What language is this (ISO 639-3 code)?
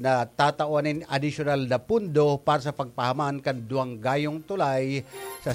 bik